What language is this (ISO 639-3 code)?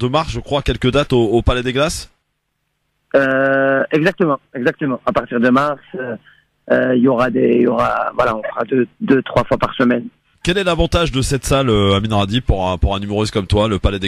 fra